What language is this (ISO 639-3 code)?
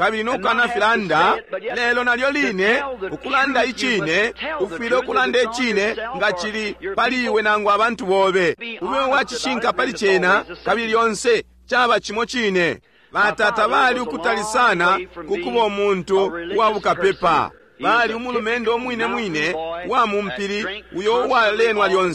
bem